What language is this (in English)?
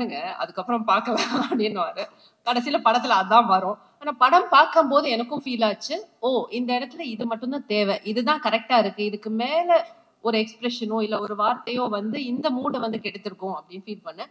Tamil